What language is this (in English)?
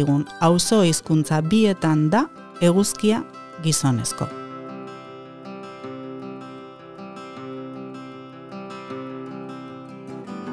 Basque